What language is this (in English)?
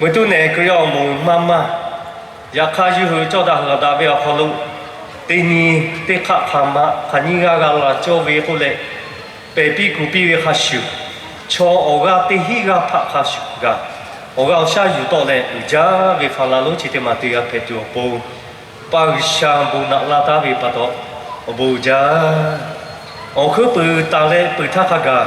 Lahu